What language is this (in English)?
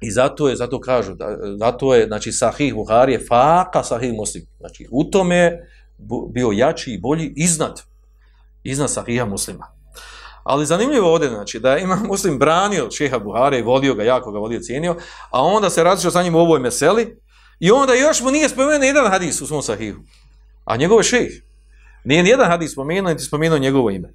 Bosnian